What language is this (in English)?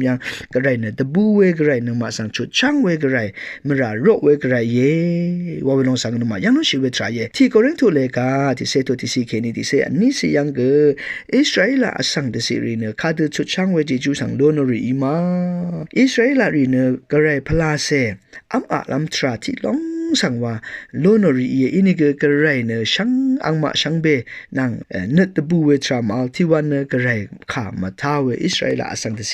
Rawang